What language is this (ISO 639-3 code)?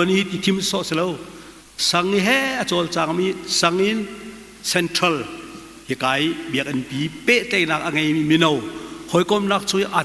cnh